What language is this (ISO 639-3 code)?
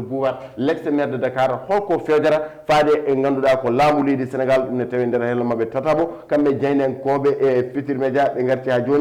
ful